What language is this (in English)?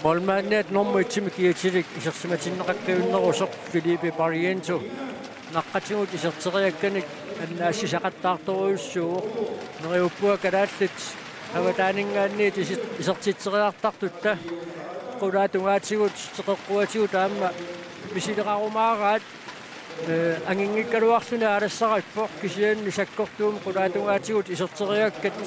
Kalaallisut